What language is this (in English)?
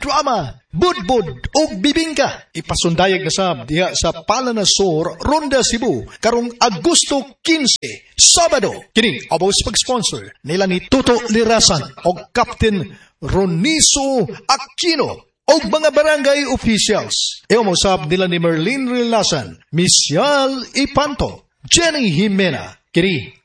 Cebuano